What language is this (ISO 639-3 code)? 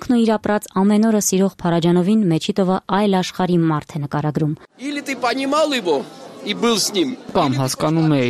hye